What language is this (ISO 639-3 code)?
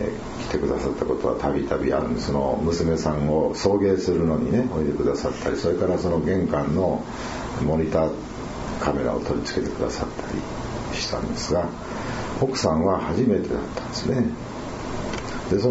jpn